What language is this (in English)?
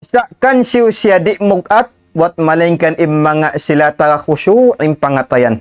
Tausug